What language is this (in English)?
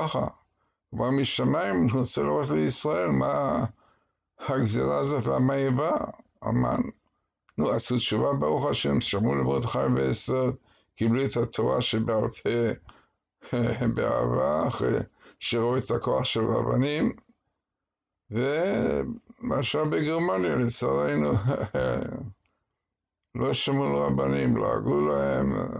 Hebrew